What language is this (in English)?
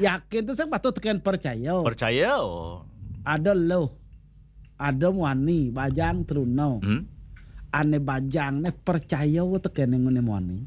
Balinese